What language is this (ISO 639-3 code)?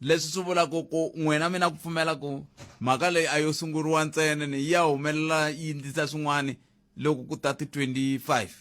tso